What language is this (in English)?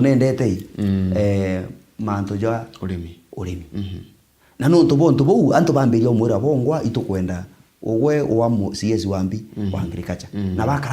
Meru